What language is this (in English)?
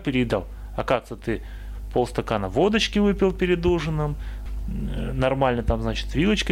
Russian